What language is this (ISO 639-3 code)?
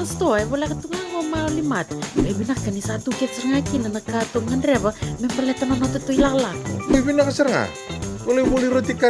fij